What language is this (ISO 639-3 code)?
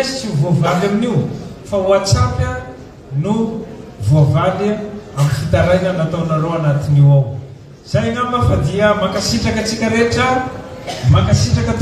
mlg